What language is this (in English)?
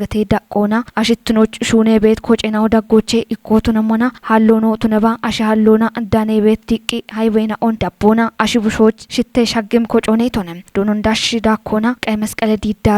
Kafa